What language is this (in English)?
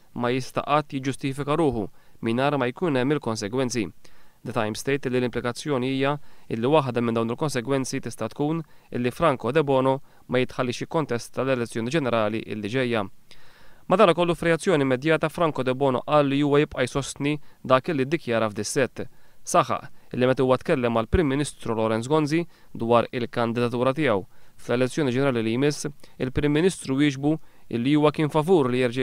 Maltese